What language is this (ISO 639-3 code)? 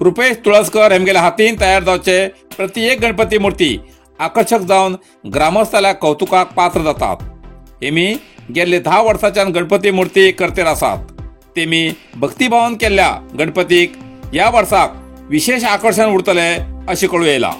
kok